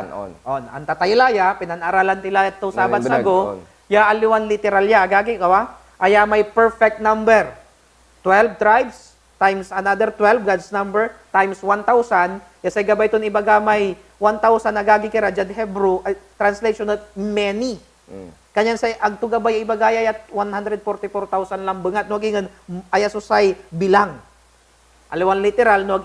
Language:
Pangasinan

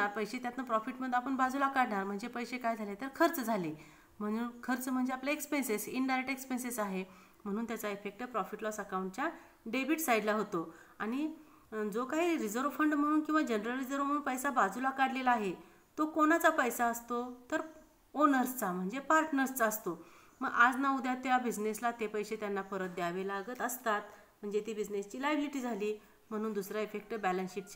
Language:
Marathi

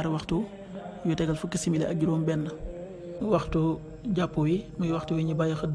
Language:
Wolof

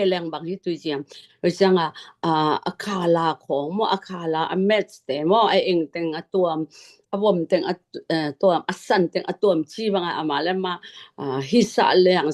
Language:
Tedim Chin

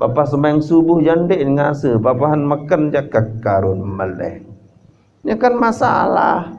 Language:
Sasak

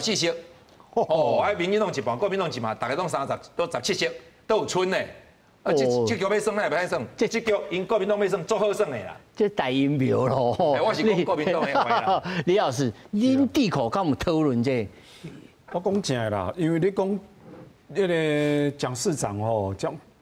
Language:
Min Nan Chinese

